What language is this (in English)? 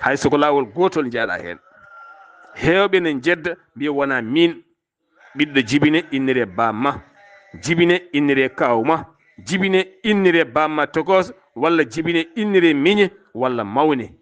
Fula